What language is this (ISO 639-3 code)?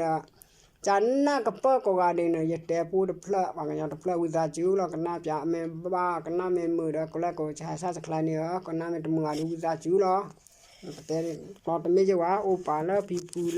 ksw